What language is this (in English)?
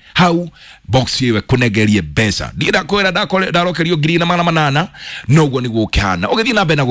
Kikuyu